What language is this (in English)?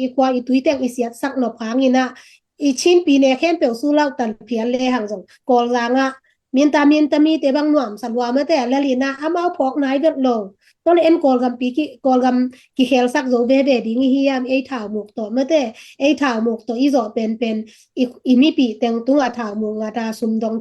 Tedim Chin